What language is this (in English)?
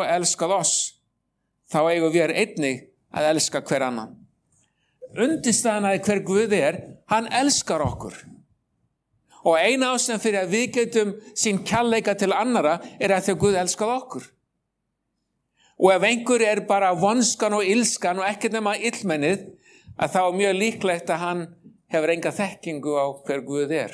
Icelandic